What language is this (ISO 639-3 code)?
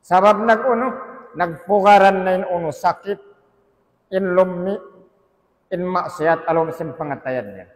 tsg